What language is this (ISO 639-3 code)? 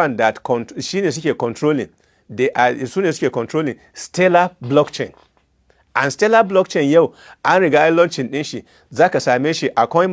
hau